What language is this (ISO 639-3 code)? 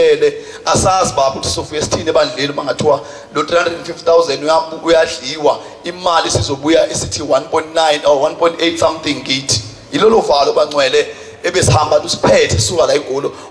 zul